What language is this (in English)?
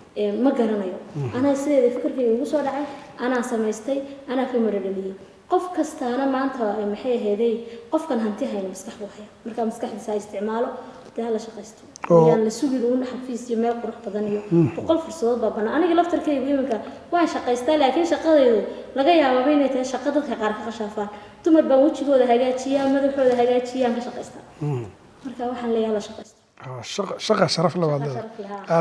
Somali